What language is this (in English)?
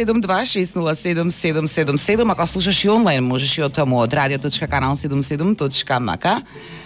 Macedonian